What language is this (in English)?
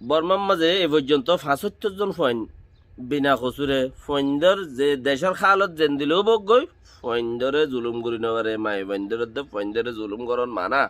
Rohingya